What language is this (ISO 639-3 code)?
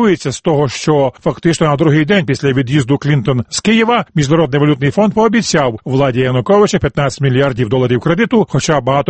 ukr